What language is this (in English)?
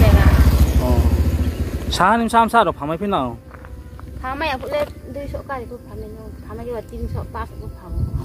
Riang (India)